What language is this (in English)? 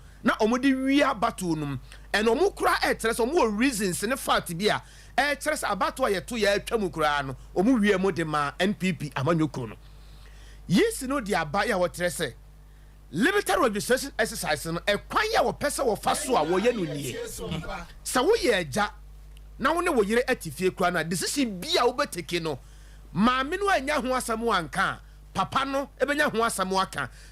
Akan